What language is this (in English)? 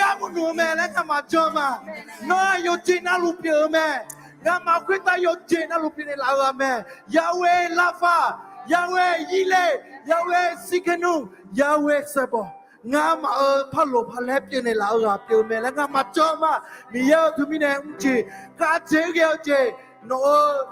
Akha